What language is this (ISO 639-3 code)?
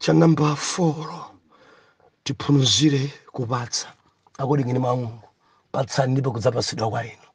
nya